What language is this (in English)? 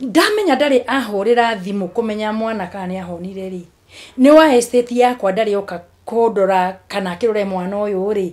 Kikuyu